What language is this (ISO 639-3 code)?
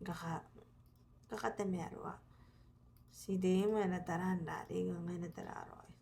gil